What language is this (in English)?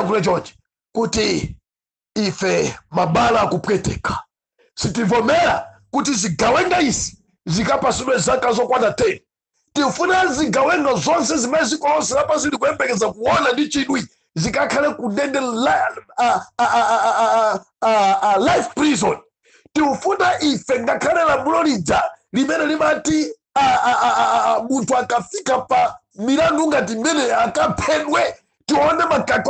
Nyanja